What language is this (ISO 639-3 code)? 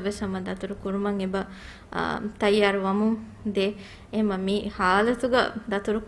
div